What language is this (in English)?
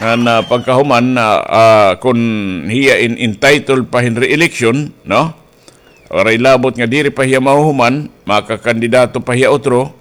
Waray